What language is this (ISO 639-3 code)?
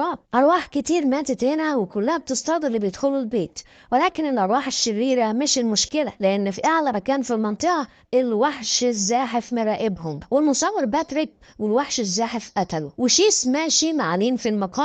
arz